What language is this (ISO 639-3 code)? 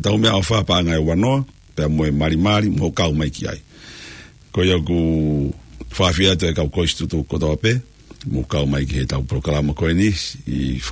ton